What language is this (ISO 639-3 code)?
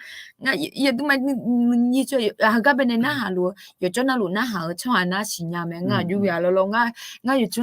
ahk